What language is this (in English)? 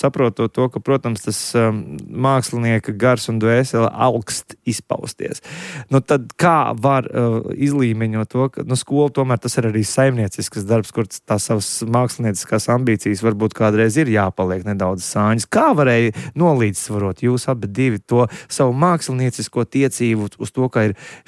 Latvian